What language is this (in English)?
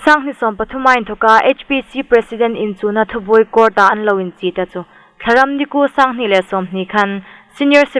Hmar